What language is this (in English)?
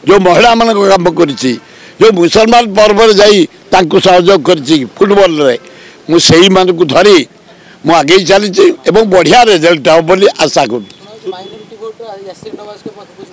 Odia